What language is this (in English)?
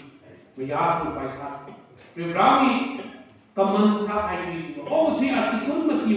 Tangkhul Naga (India)